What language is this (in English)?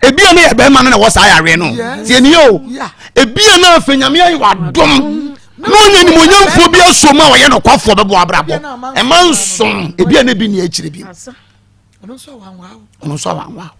Akan